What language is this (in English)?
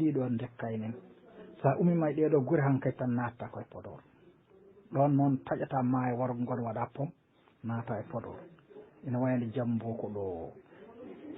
Fula